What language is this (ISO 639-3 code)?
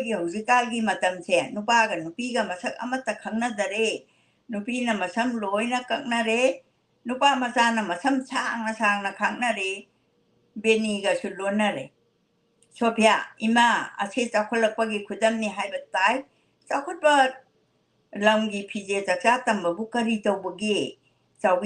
mni